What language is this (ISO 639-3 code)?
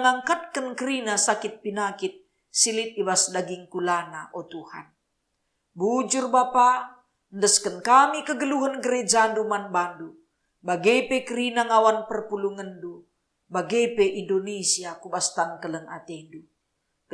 btx